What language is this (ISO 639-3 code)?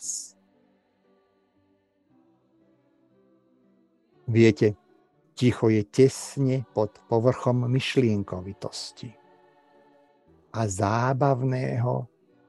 slk